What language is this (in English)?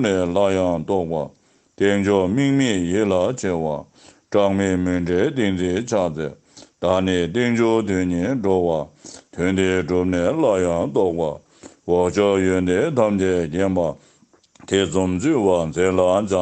Tibetan